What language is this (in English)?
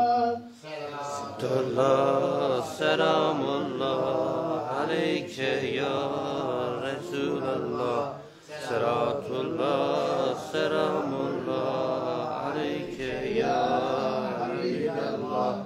Kurdish